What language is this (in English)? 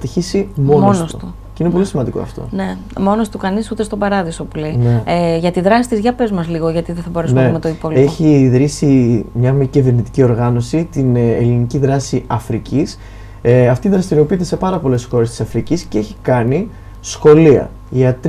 Greek